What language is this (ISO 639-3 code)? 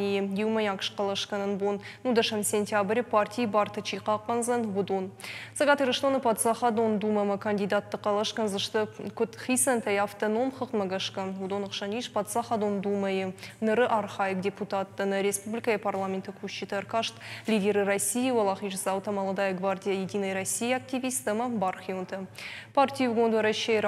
oss